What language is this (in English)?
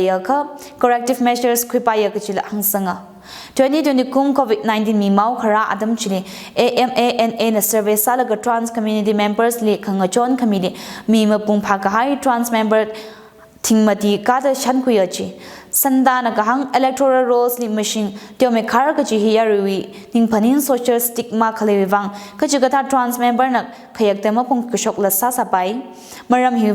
Tangkhul Naga (India)